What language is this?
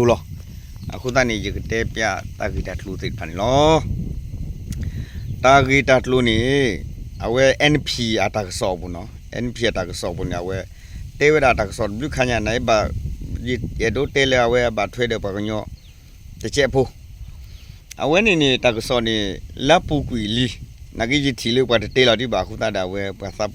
S'gaw Karen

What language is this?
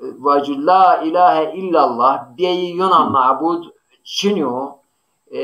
Zaza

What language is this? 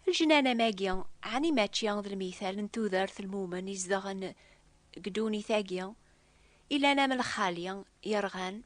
Kabyle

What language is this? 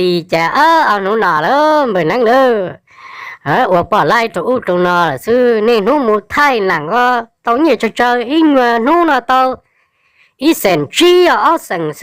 Hmong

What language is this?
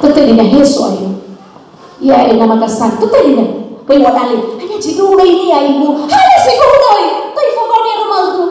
Nias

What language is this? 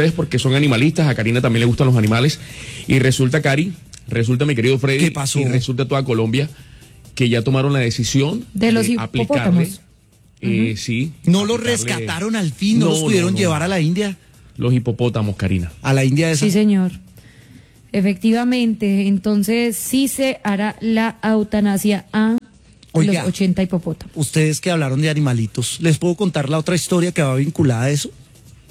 Spanish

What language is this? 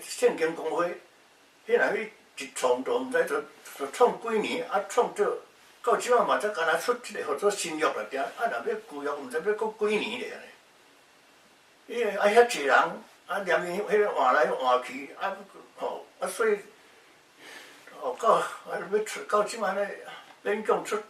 Min Nan Chinese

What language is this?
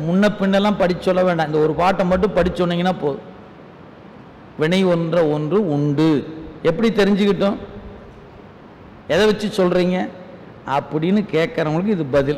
Tamil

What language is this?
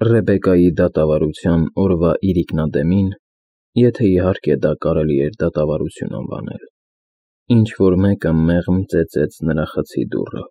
Armenian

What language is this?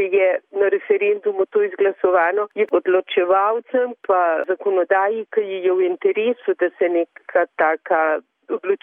Slovenian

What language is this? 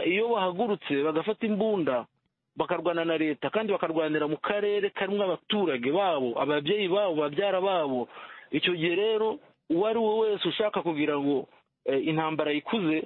Kinyarwanda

